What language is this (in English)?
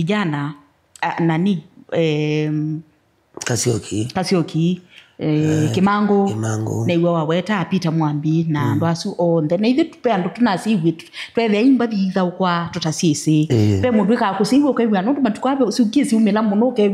Kamba